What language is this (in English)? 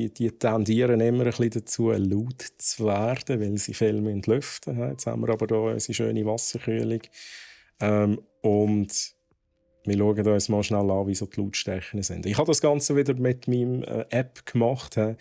Swiss German